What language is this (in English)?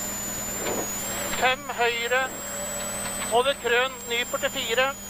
Norwegian